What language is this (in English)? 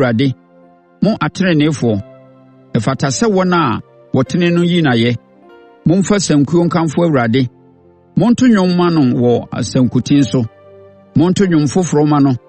Akan